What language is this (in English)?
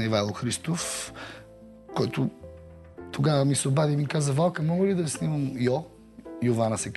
Bulgarian